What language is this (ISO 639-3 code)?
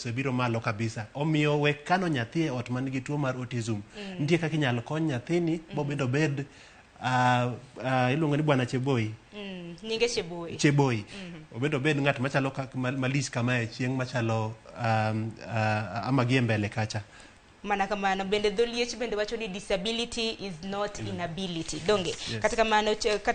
luo